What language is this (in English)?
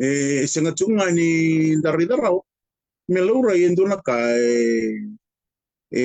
Fijian